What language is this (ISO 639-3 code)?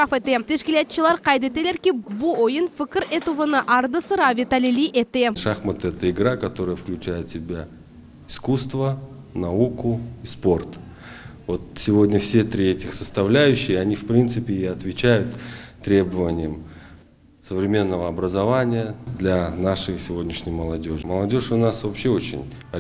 crh